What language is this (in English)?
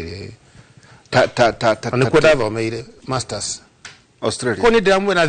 Kikuyu